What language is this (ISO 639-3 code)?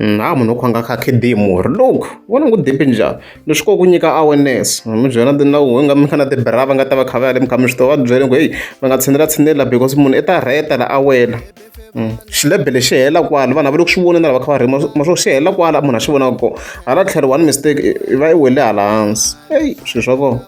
tso